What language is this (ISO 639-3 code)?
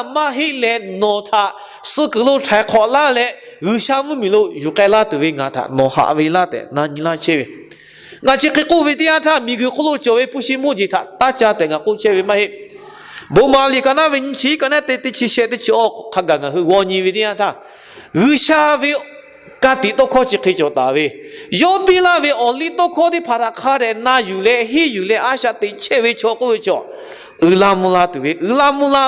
lhu